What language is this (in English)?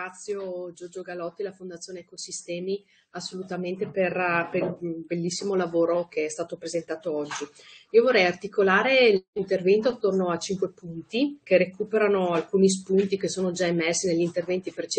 Italian